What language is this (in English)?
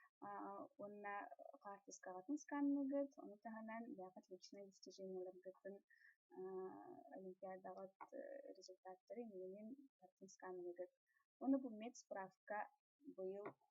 Yakut